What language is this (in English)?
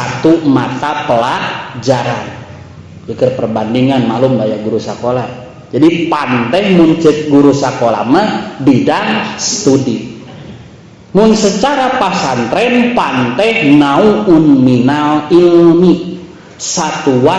Sundanese